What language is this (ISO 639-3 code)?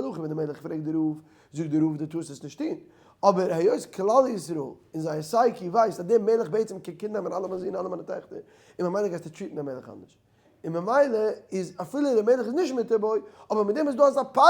yid